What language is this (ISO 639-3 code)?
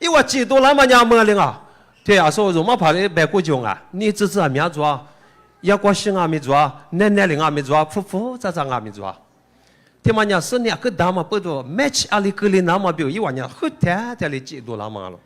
lis